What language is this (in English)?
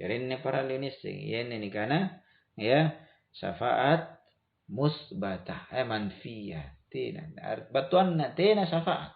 Makasar